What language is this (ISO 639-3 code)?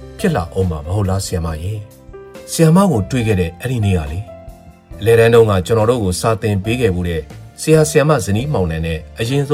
mya